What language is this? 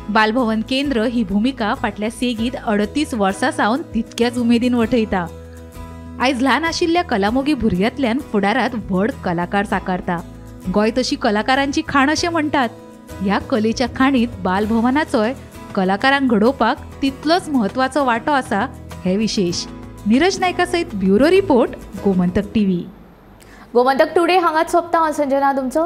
Konkani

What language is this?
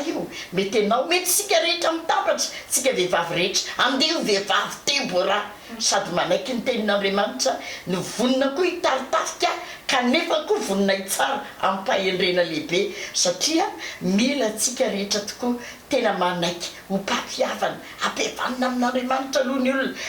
Malagasy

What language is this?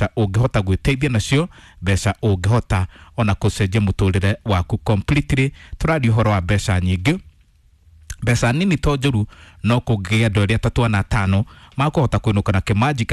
Kikuyu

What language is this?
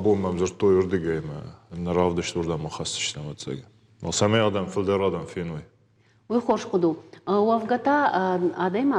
Ossetic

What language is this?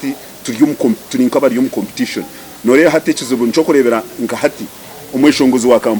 Nyankole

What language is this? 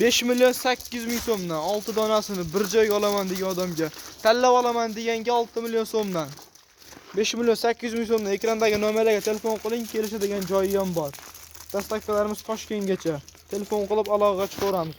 Uzbek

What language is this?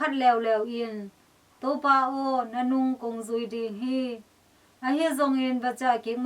Tedim Chin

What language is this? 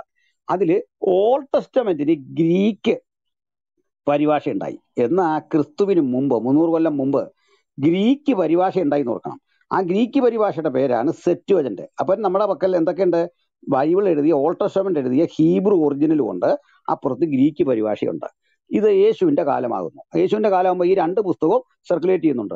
Malayalam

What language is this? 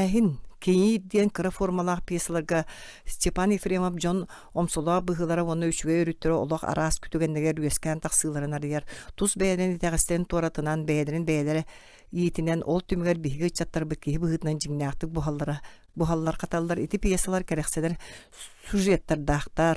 Yakut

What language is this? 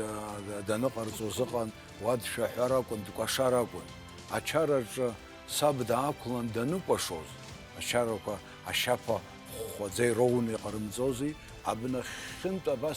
Abkhazian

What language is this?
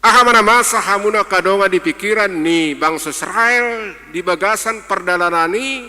Batak Toba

